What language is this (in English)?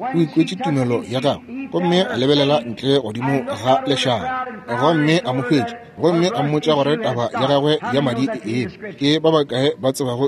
Northern Sotho